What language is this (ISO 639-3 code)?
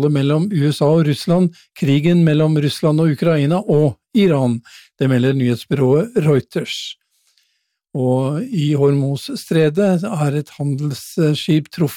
nor